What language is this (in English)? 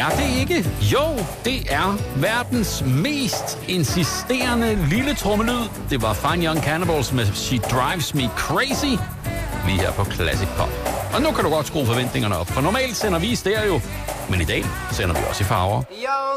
Danish